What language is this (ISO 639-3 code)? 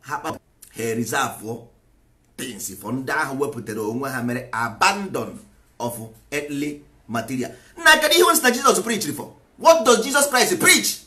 ibo